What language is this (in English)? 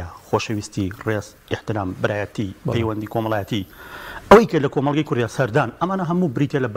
Central Kurdish